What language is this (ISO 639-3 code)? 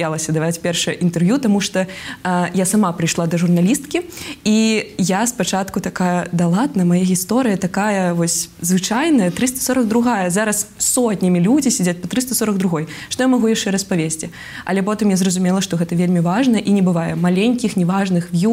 bel